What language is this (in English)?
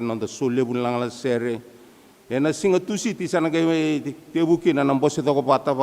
Fijian